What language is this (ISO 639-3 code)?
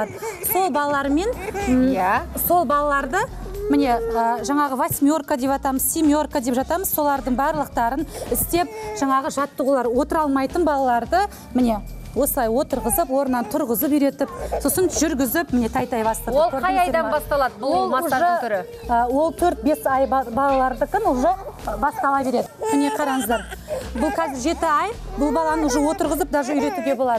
kaz